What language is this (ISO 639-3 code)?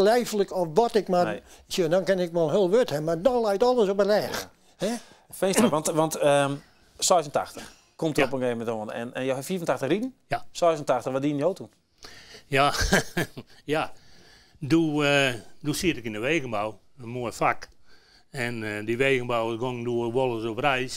fry